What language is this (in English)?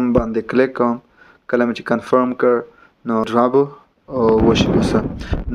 Pashto